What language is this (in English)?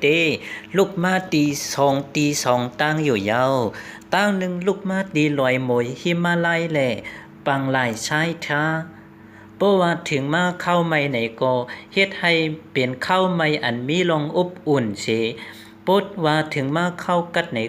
Shan